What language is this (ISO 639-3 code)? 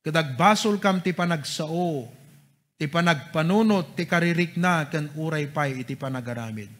ilo